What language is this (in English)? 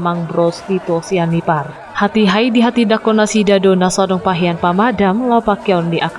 Batak Toba